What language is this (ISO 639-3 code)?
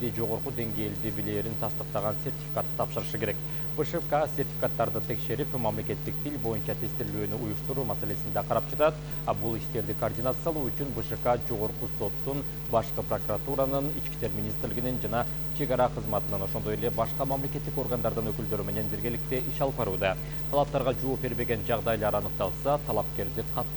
kir